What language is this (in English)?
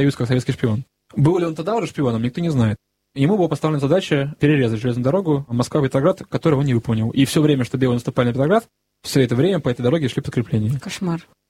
Russian